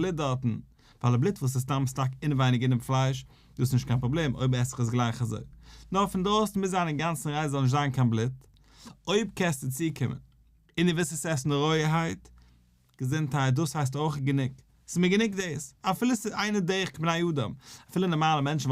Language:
Yiddish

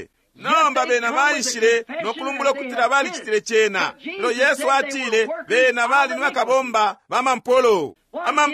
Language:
Bemba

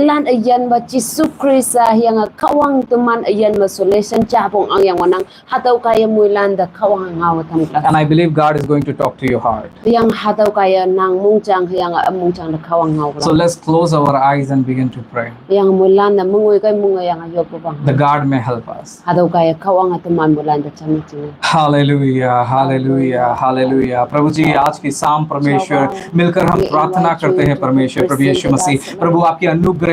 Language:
Konyak Naga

